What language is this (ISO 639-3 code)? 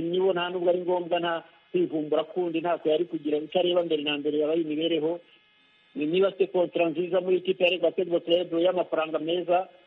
kin